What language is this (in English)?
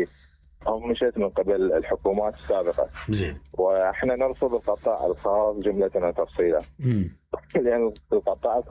Mesopotamian Arabic